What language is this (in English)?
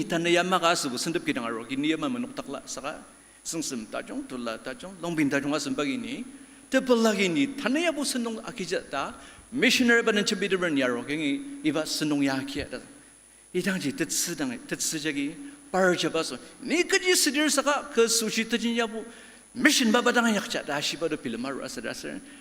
Ao Naga